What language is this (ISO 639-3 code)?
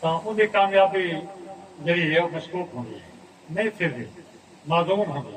skr